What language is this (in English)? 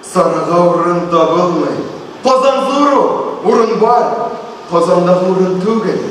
Tatar